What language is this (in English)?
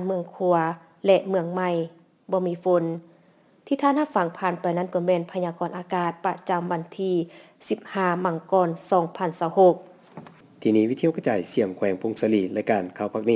Lao